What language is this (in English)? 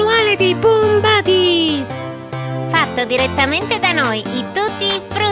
Italian